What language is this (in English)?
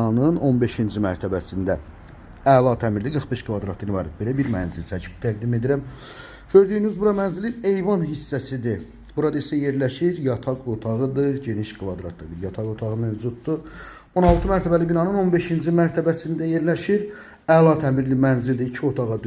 Azerbaijani